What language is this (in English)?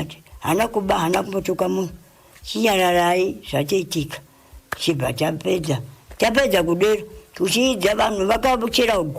Shona